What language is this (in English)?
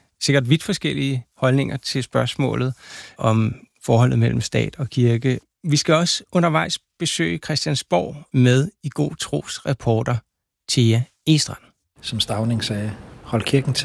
Danish